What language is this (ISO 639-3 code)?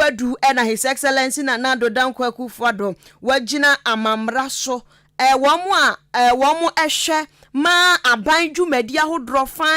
aka